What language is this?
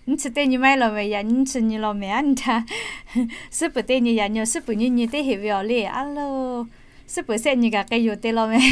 Lahu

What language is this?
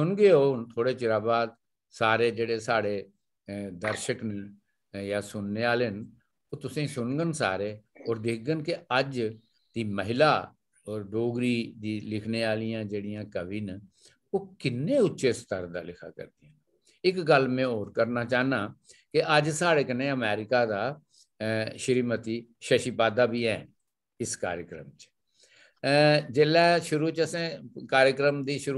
Dogri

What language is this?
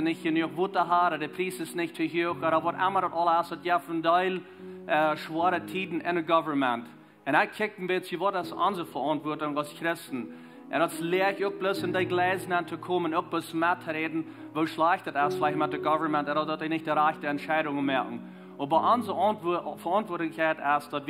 Plautdietsch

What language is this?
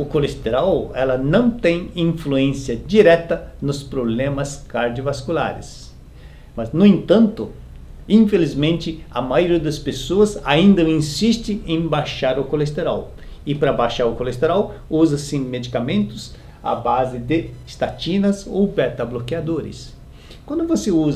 Portuguese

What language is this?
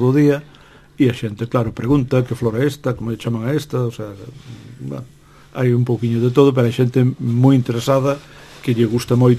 Galician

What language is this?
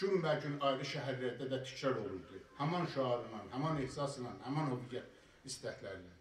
South Azerbaijani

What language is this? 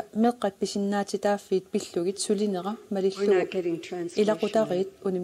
Kalaallisut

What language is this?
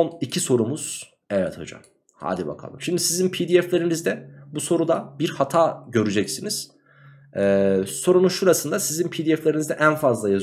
Turkish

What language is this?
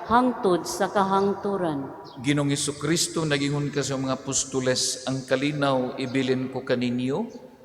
Cebuano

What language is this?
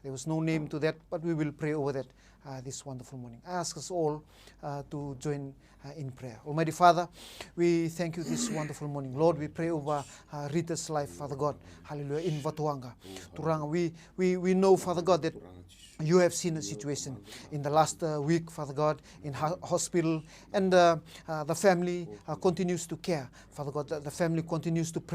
Fijian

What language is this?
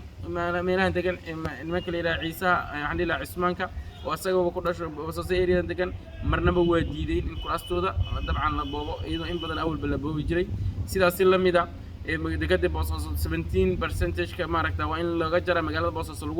Somali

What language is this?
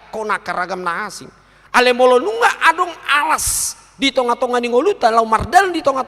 Batak Toba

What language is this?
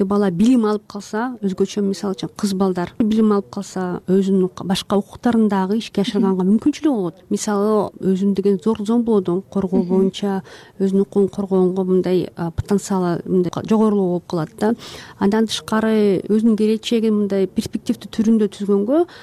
Kyrgyz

